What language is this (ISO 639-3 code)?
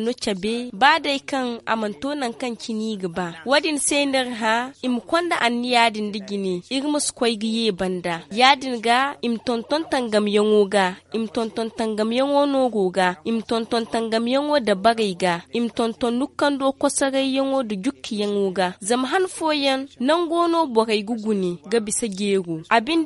dje